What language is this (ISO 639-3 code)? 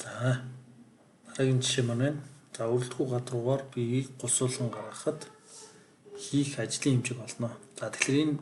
mon